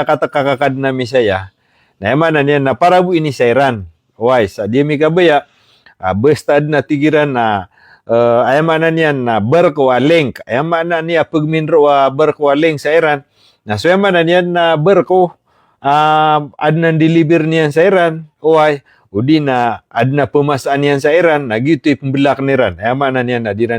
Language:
Maranao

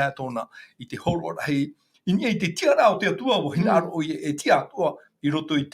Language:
Tahitian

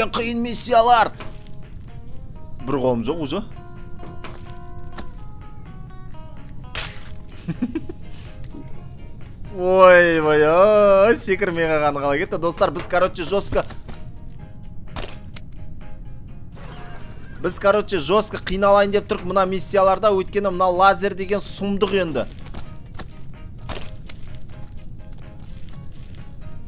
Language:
Kazakh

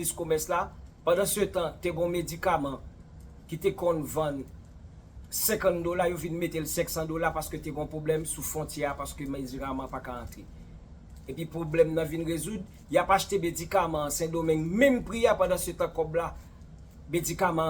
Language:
Haitian Creole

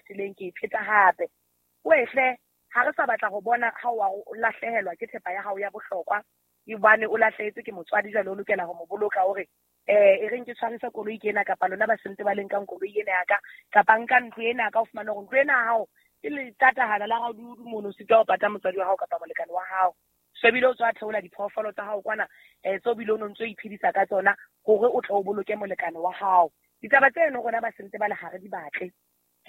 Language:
Southern Sotho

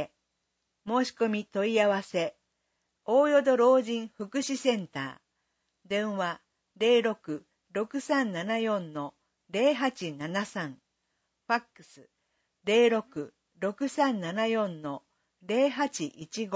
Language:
Japanese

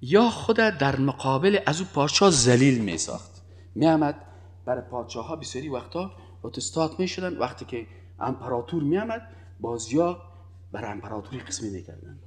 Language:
Persian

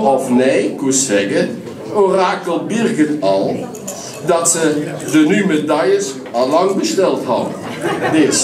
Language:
Limburgish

